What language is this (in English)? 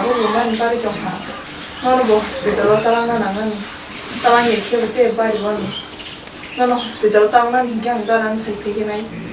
Kok Borok